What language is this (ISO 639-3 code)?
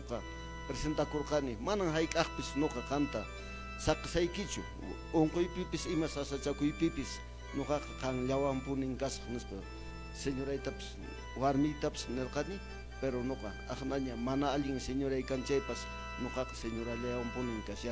que